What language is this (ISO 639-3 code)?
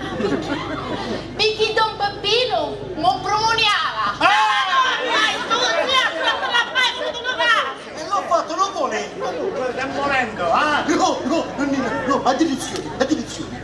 scn